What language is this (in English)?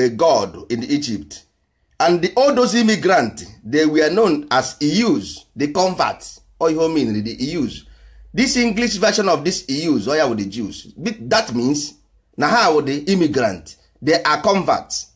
Igbo